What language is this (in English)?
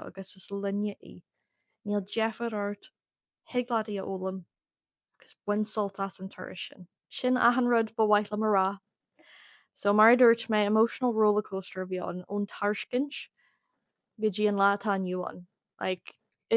Irish